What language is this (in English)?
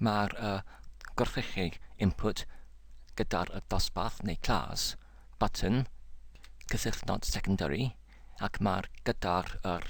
Welsh